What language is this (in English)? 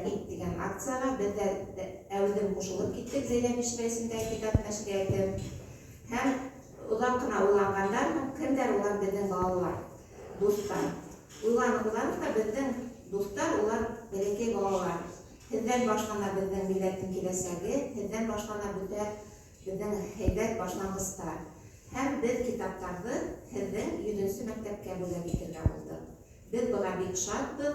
Bashkir